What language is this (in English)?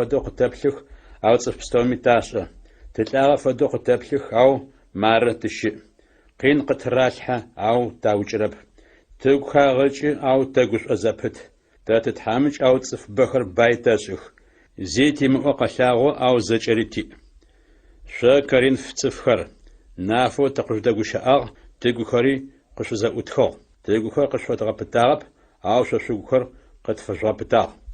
Adyghe